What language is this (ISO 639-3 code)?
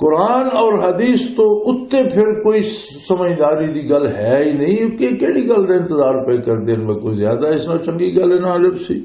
lah